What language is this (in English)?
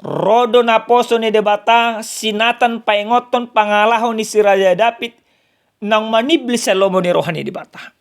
Batak Toba